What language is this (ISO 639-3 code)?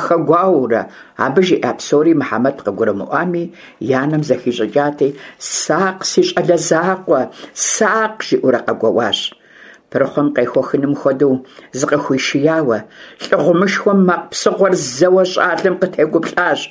kbd